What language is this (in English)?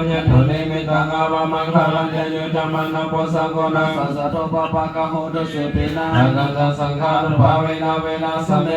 Pali